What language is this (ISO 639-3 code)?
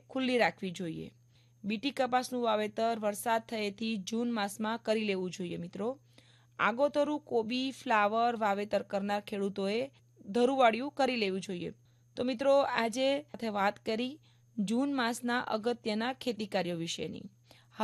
guj